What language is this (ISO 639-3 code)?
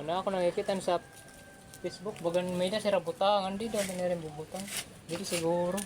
war